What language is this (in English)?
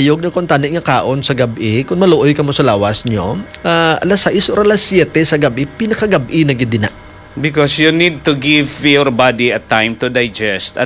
Hiligaynon